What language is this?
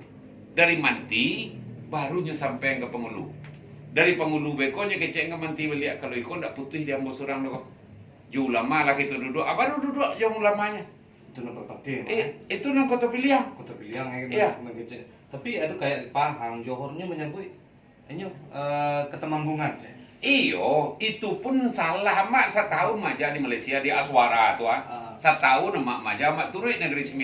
Minangkabau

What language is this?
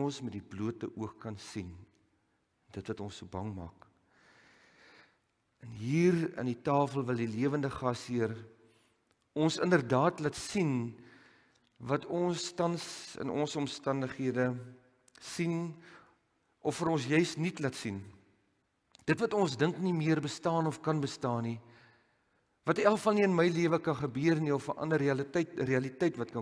Afrikaans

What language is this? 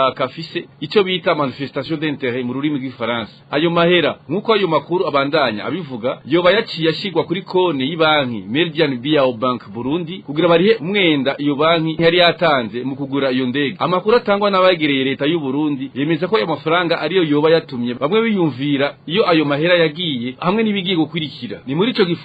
Rundi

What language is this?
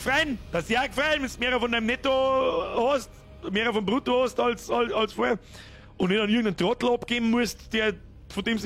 Bavarian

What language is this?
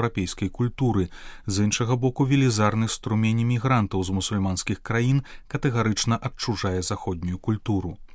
Belarusian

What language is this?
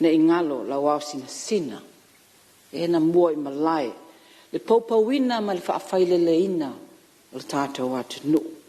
Samoan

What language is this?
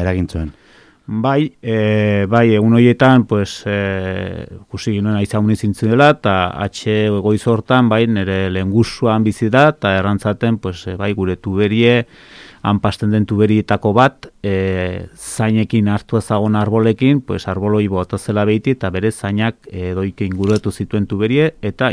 Basque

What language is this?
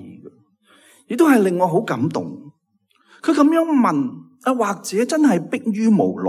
Cantonese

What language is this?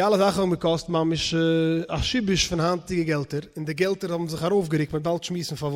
Yiddish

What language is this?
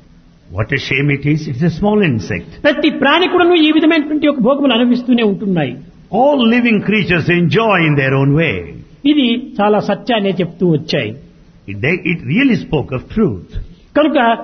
Telugu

